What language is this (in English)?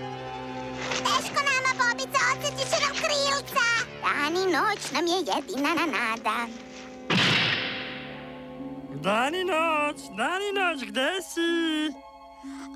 Serbian